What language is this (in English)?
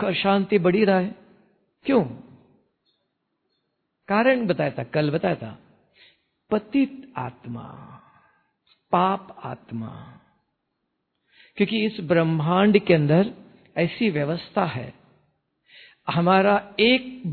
Hindi